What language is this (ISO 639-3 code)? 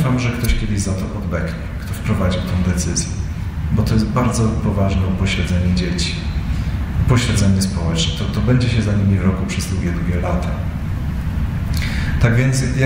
pol